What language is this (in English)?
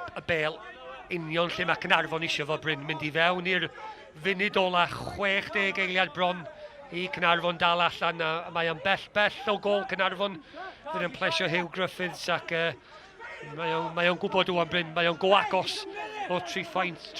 Welsh